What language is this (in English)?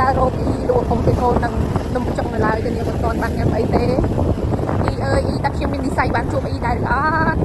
Khmer